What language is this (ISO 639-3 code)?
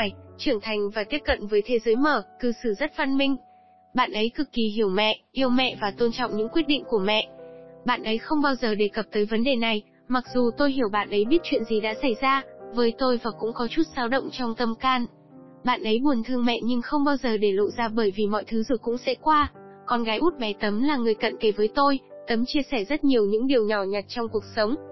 vie